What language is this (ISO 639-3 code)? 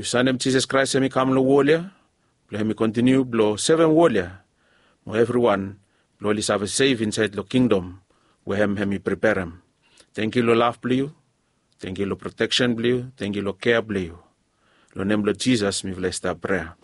bis